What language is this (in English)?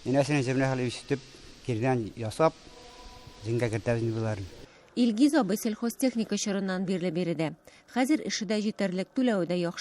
Tatar